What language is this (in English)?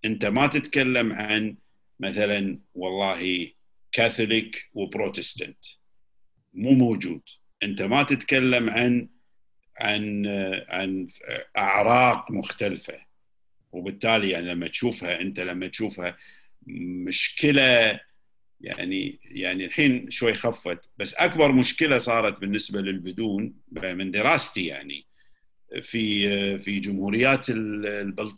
Gulf Arabic